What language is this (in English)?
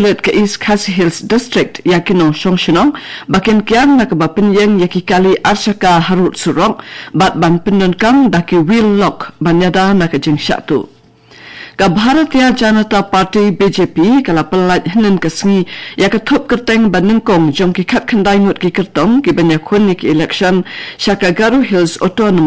Khasi